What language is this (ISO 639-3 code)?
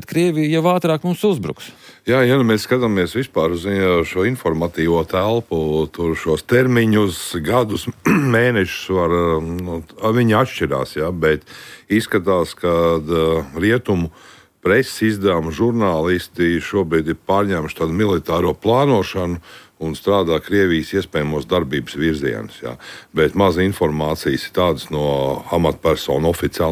lav